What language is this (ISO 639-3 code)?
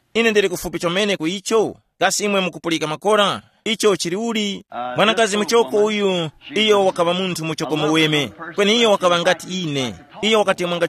tum